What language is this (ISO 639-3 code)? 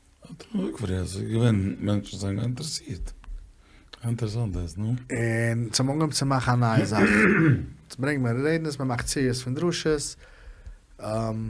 yid